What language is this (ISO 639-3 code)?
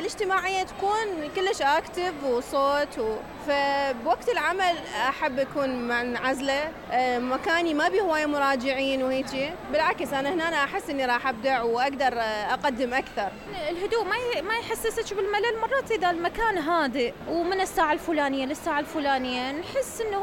acm